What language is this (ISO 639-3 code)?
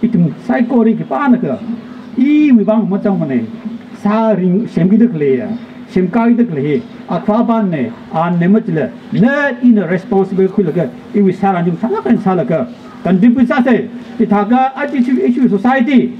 nmf